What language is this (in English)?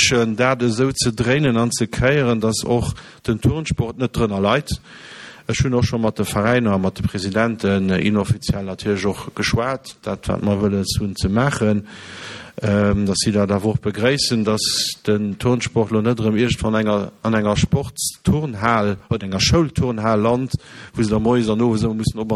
Luxembourgish